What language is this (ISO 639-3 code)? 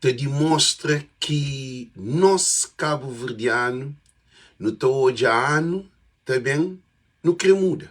kea